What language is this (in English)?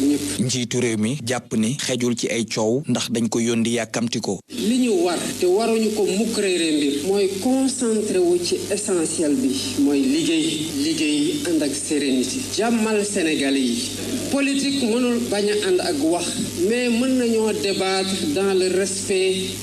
Wolof